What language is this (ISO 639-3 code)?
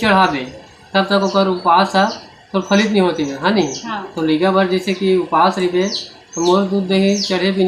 hne